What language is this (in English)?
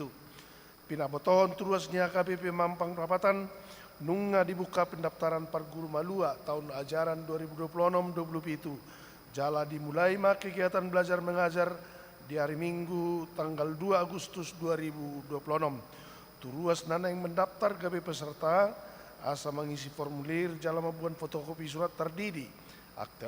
Batak Toba